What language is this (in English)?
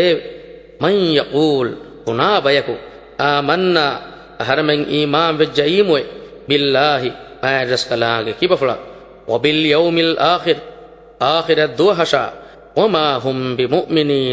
Divehi